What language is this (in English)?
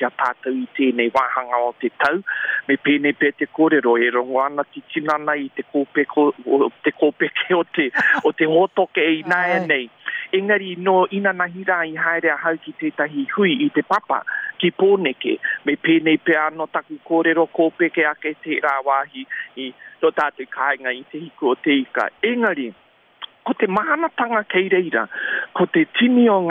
Māori